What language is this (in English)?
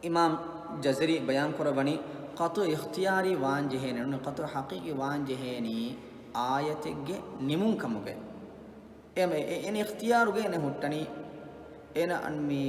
Divehi